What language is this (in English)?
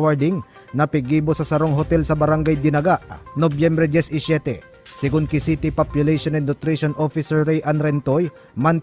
Bikol